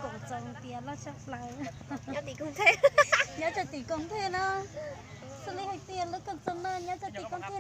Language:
Hmong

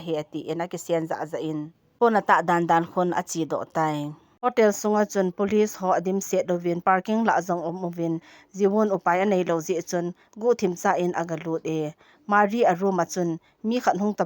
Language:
Thado Chin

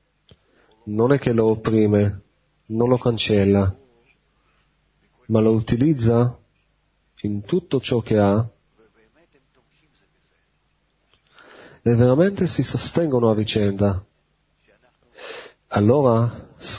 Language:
Italian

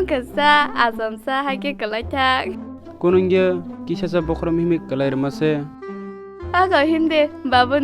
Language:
Kok Borok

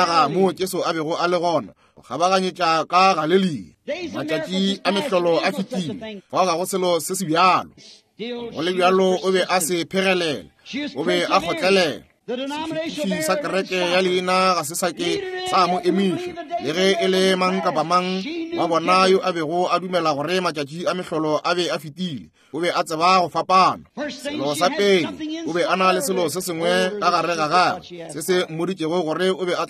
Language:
Northern Sotho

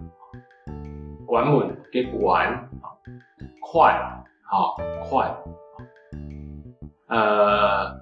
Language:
Hakka Chinese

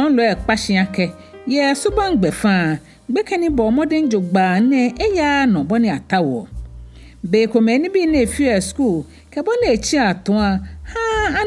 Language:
Ga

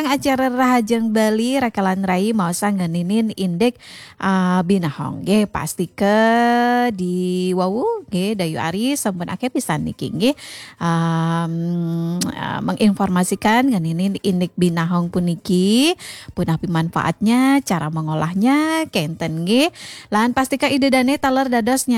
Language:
Balinese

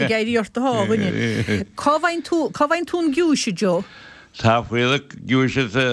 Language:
Irish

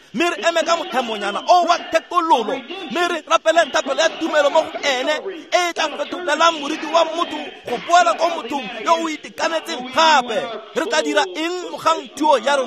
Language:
Tswana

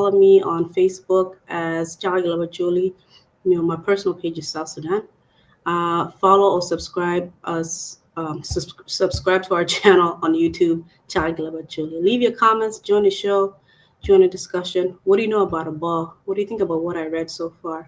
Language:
Acoli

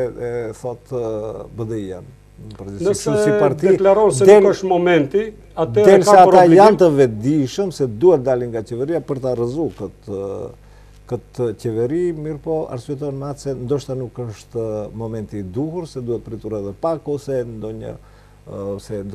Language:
Albanian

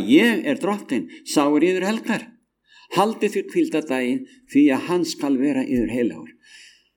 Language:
Icelandic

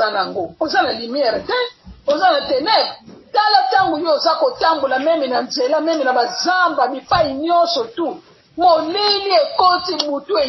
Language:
Lingala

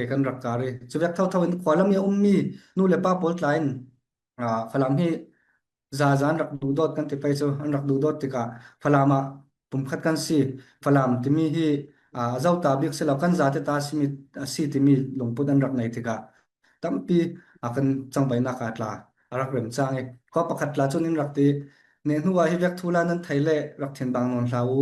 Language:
Falam Chin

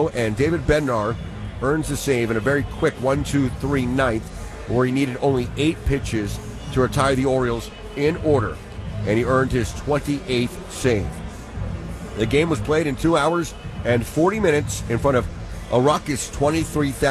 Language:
English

